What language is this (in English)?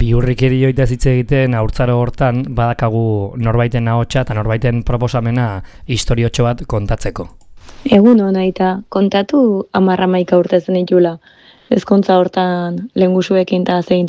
Basque